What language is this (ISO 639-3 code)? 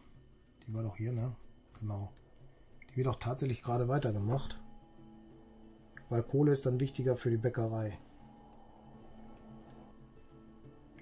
deu